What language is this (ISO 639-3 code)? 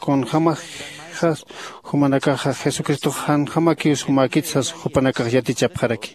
aym